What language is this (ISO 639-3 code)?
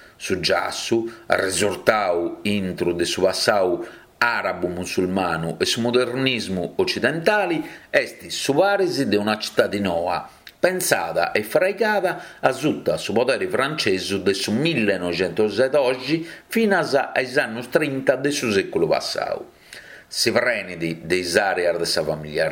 srd